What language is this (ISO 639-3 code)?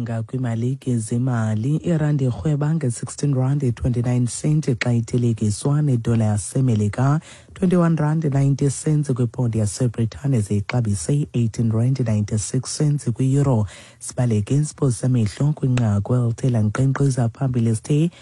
xho